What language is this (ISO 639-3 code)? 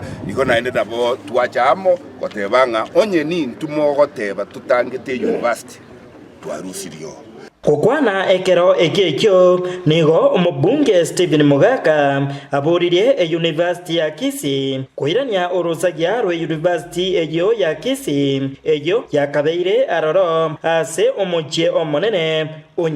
guz